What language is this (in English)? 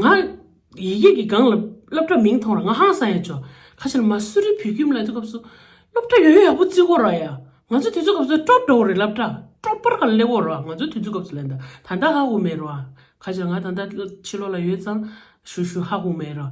Tibetan